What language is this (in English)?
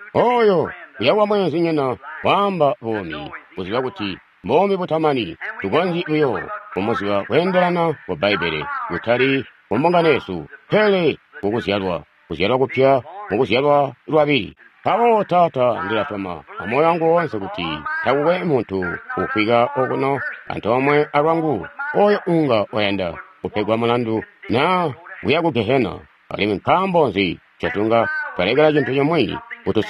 Tonga (Zambia)